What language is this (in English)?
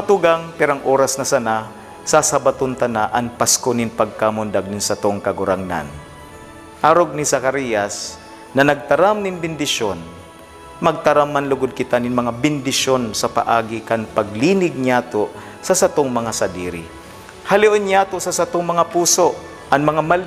Bikol